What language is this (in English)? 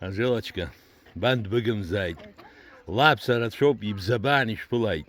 Abkhazian